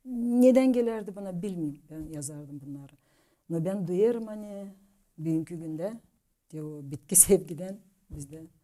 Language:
Gagauz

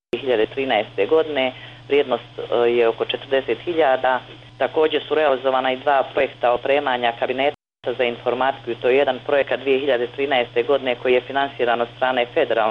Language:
Bosnian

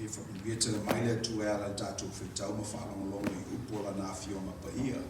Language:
Samoan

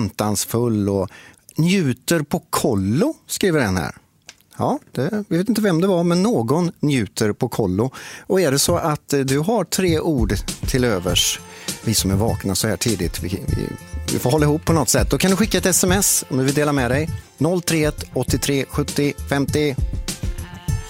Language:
Swedish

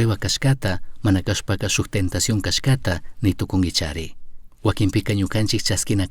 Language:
Chimborazo Highland Quichua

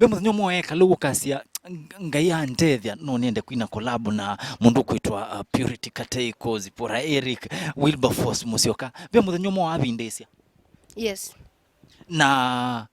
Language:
Kamba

